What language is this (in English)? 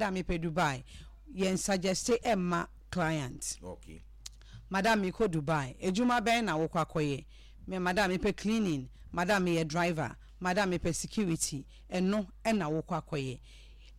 Akan